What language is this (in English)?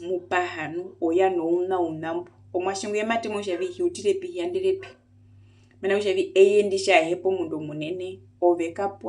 Herero